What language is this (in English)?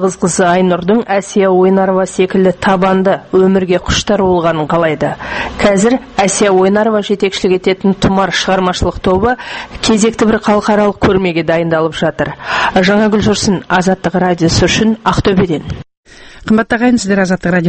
Kazakh